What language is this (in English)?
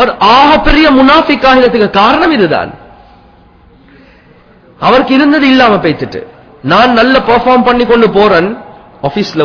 Tamil